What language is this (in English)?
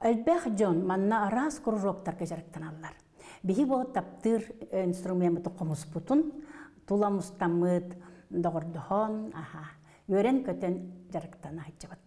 Yakut